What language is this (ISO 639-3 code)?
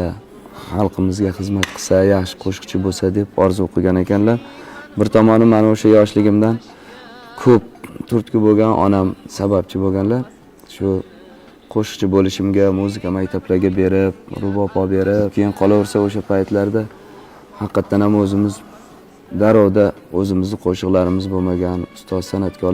uzb